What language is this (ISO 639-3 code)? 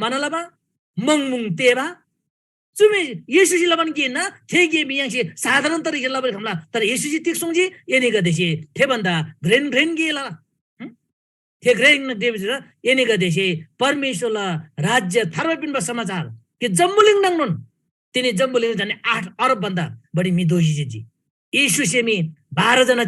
taj